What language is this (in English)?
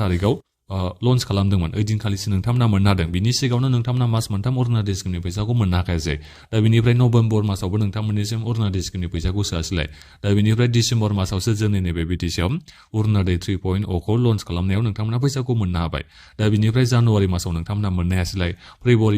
Bodo